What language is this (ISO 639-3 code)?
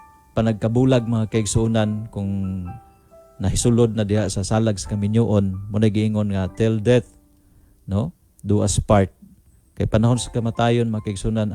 ceb